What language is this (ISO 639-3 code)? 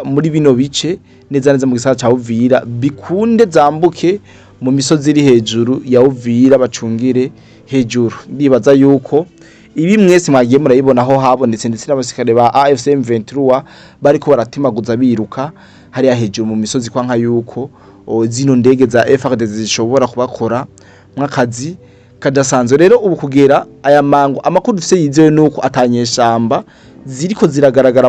run